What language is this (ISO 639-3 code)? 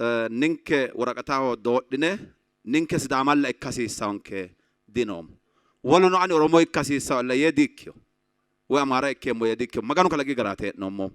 sid